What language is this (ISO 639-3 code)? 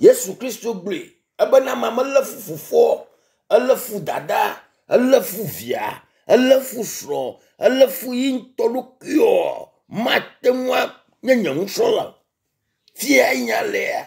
ewe